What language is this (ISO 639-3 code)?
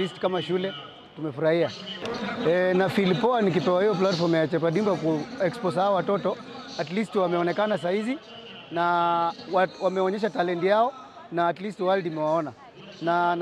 swa